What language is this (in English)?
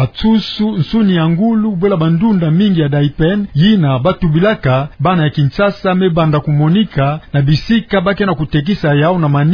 Kituba (Democratic Republic of Congo)